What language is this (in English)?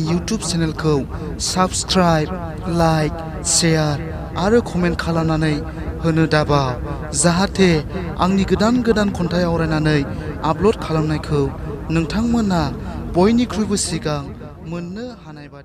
Bodo